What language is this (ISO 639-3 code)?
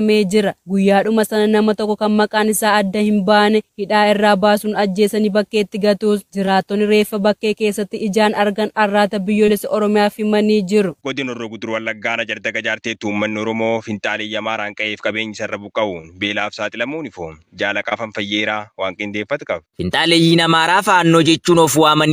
orm